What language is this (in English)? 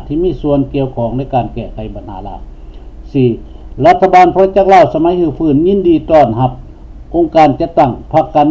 Lao